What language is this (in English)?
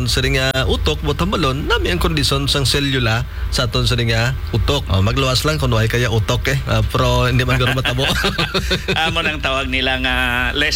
Hiligaynon